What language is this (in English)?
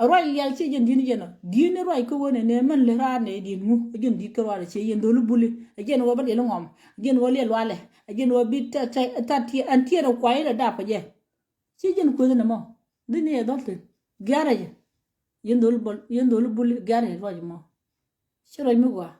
Nuer